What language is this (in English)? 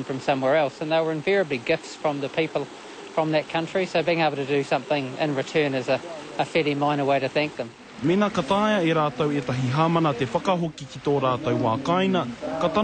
Māori